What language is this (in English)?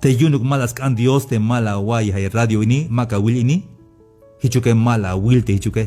Tzeltal